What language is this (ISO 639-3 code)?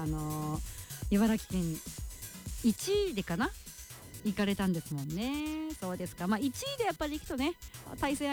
jpn